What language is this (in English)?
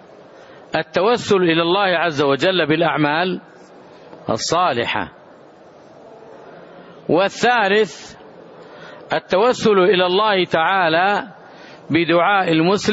Arabic